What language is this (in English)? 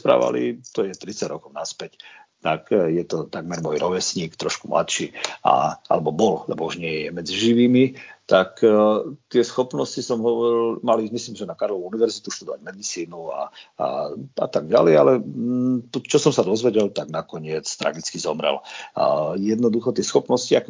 Slovak